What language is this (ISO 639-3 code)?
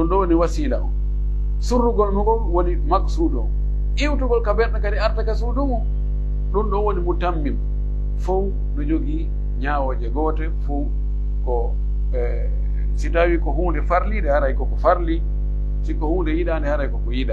fuf